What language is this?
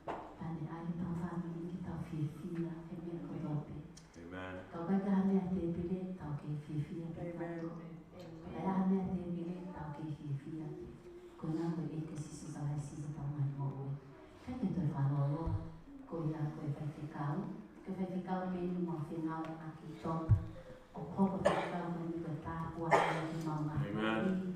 Tongan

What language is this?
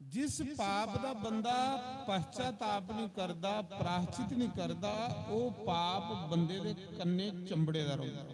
Dogri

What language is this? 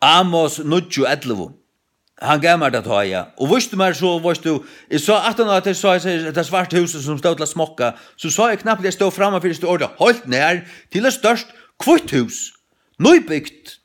Faroese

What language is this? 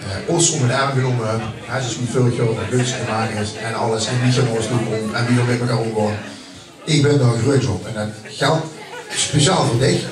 Limburgish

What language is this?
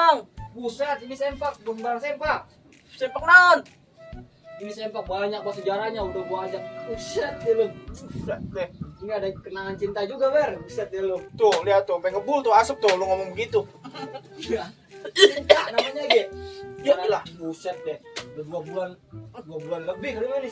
Betawi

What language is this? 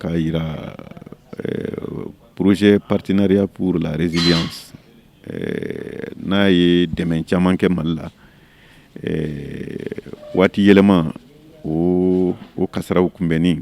Bambara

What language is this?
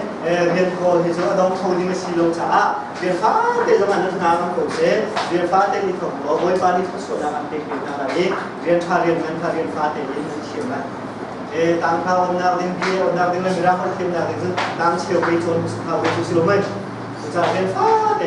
Hakha Chin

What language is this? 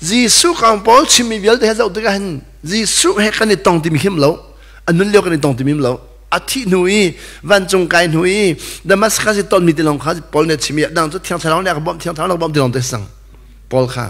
Hakha Chin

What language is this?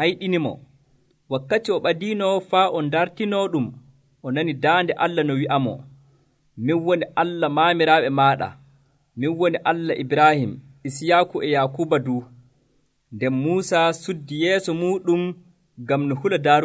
Nigerian Fulfulde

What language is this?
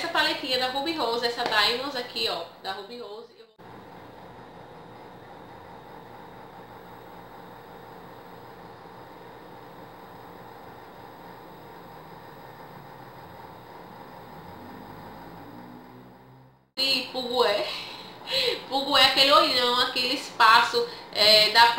Portuguese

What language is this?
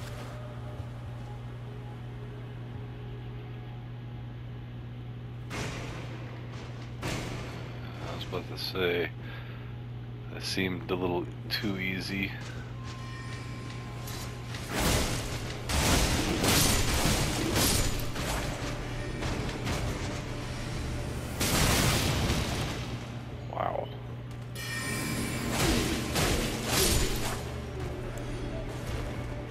English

